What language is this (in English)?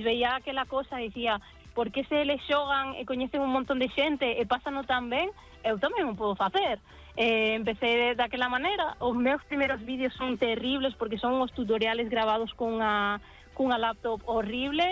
Galician